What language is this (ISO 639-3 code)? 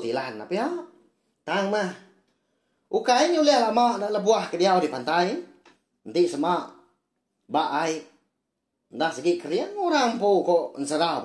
iba